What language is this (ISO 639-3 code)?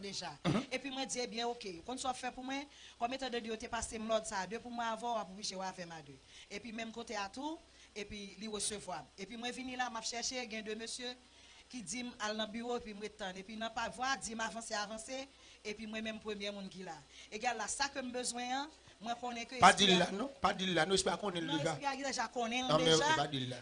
hat